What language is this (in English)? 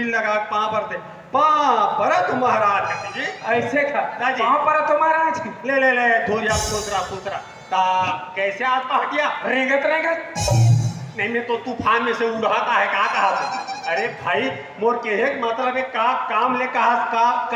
Chhattisgarhi